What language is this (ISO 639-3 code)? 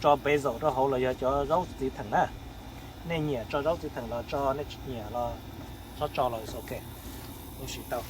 hmn